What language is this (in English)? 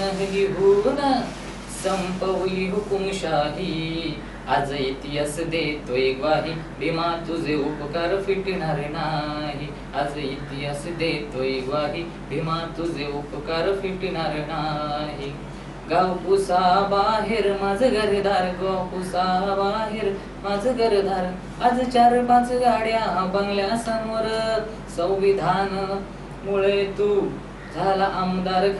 Marathi